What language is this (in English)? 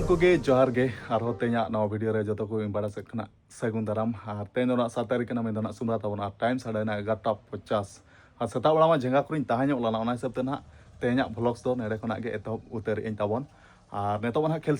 Santali